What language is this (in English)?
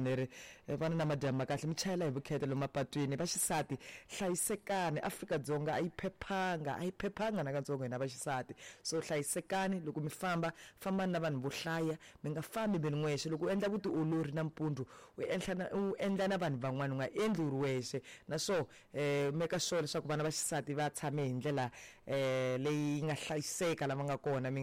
Tsonga